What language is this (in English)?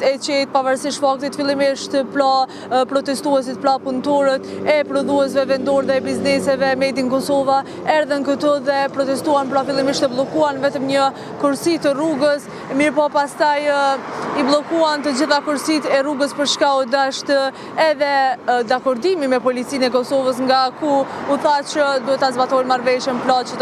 Albanian